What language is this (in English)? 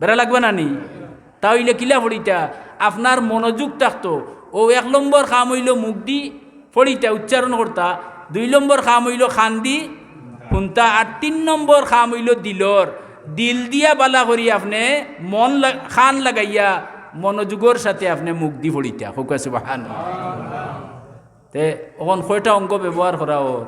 Sylheti